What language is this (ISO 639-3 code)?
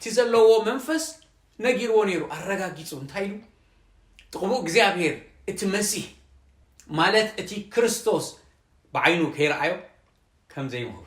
tir